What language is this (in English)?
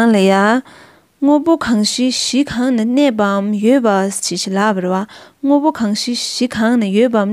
Tibetan